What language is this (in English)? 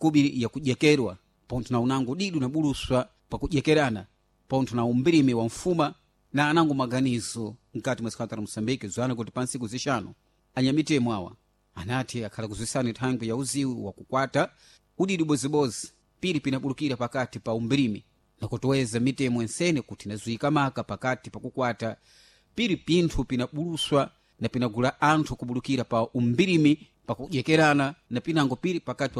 Sena